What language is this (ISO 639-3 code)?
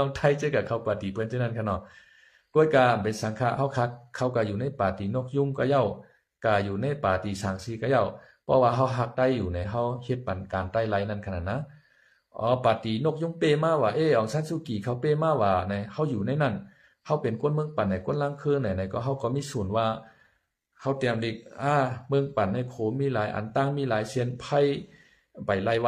shn